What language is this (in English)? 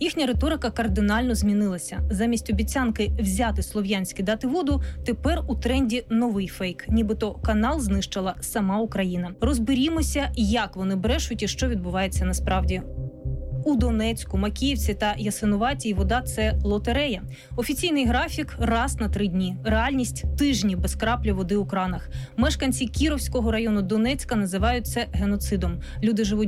Ukrainian